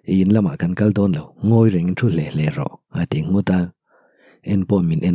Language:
Mizo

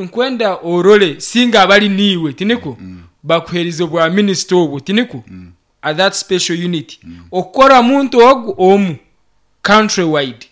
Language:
Nyankole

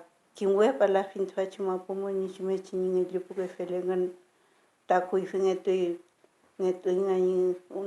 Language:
Mapuche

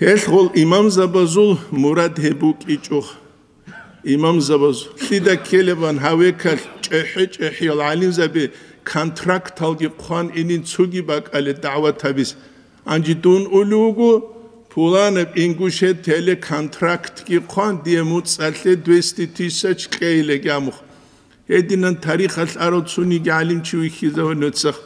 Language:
Avaric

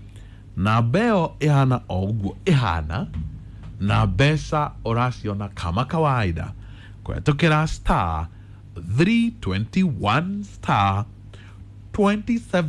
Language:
Kikuyu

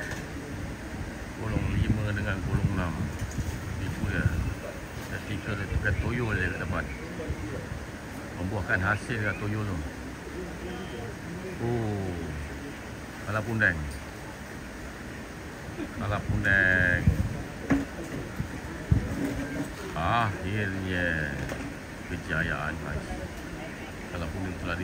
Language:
Malay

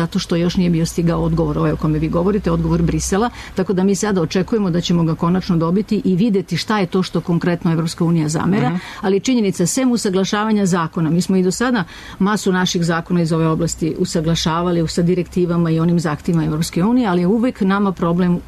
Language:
Serbian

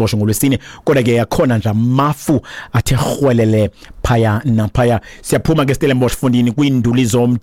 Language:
Xhosa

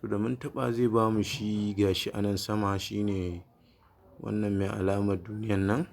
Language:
Hausa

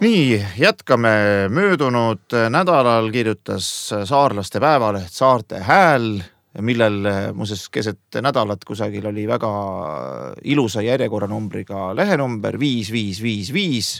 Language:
Estonian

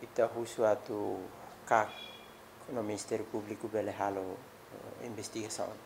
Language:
Tetum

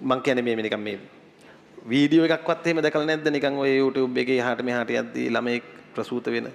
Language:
Sinhala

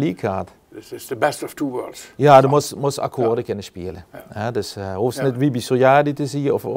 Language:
Limburgish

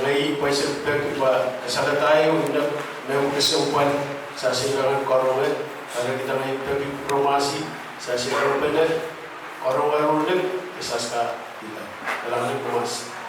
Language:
Pohnpeian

